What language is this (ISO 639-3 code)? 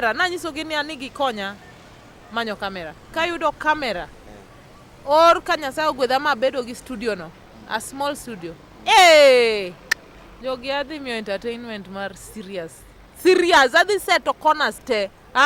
luo